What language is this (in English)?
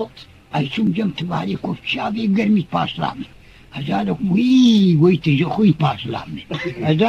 Kurdish